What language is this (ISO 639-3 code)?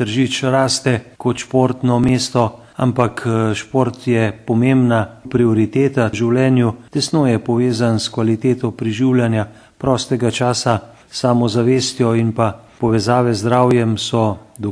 slv